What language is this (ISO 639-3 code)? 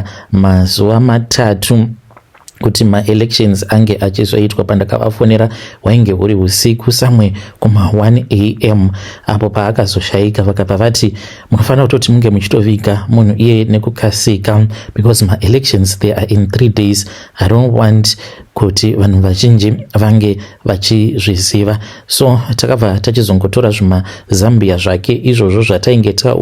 sna